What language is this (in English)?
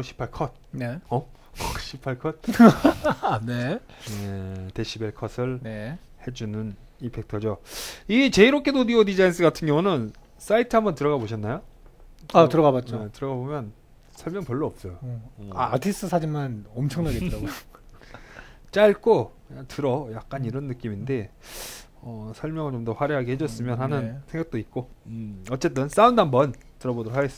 Korean